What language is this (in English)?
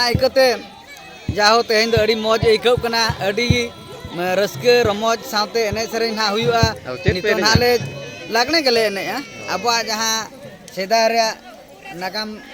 Santali